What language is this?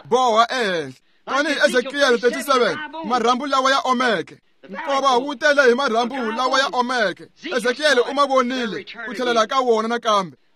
Tsonga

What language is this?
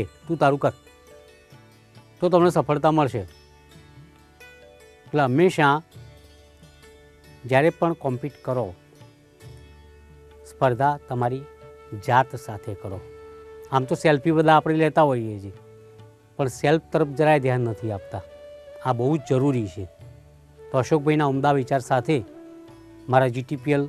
Gujarati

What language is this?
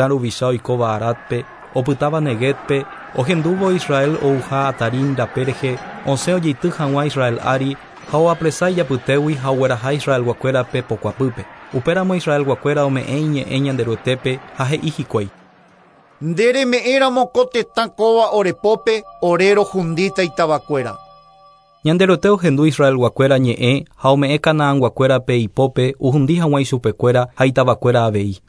Guarani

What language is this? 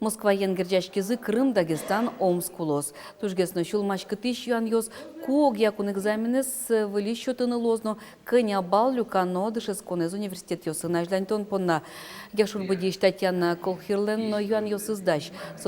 Udmurt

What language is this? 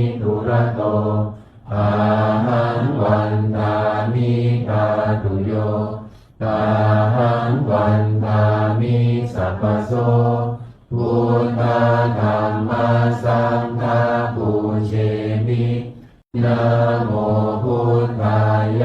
Pali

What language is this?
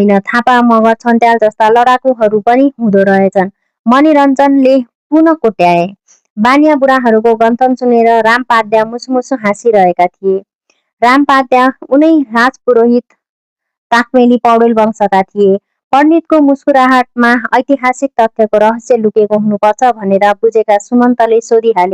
Nepali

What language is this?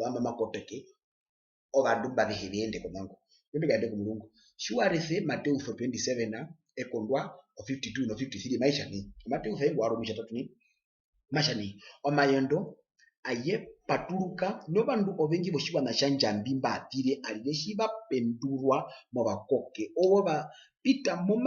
Herero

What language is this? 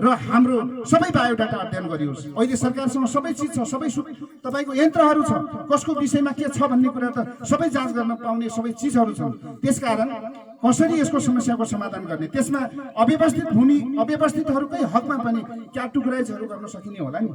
Nepali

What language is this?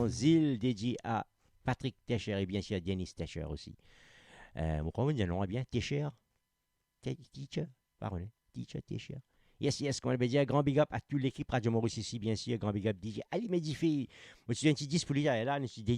Morisyen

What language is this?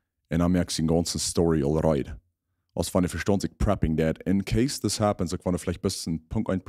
Plautdietsch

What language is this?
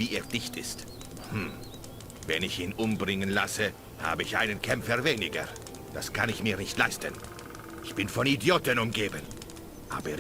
Bavarian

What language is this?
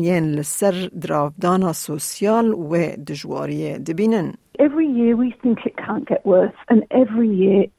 Kurdish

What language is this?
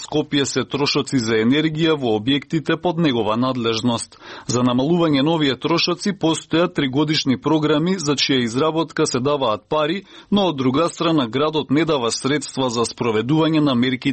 Macedonian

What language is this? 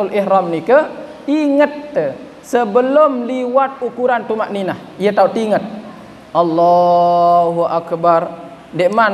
Sasak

